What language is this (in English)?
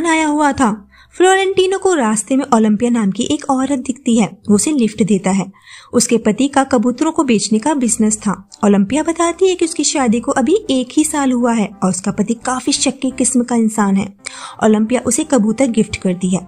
Hindi